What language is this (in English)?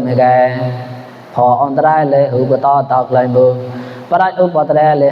Mon